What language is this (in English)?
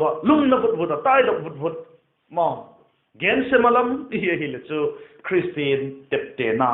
Vaiphei